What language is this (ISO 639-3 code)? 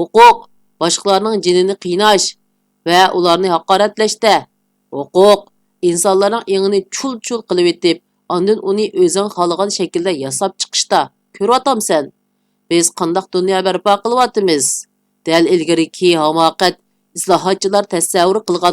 uig